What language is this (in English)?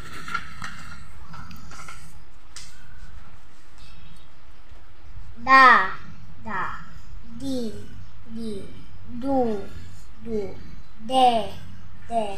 Filipino